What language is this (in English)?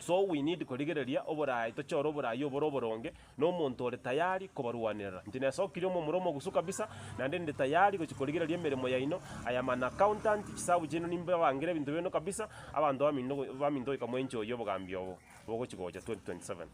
Gusii